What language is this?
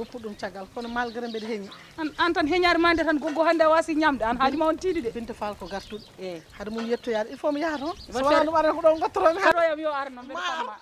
Fula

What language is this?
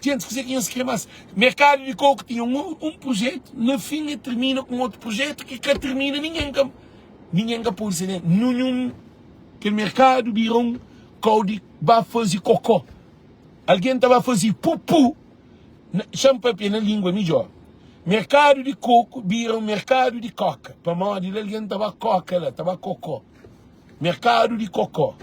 Kabuverdianu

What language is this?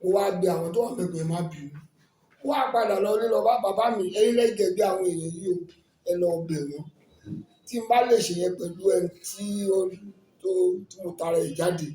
Yoruba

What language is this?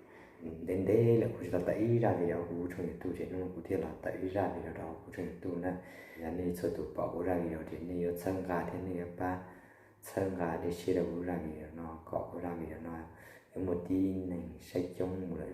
Hmong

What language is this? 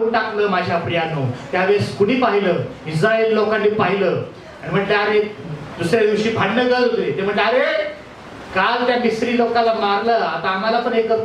Marathi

